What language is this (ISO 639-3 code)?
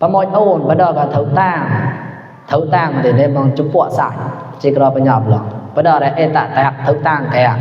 mnw